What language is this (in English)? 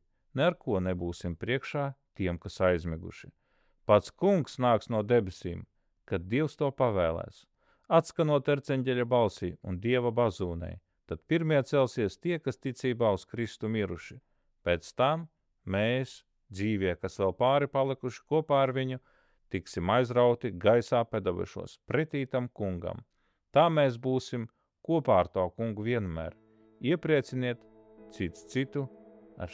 Latvian